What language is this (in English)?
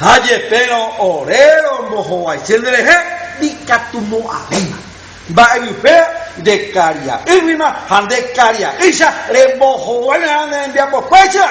Guarani